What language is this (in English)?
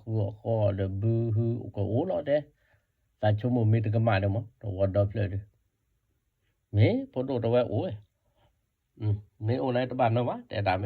S'gaw Karen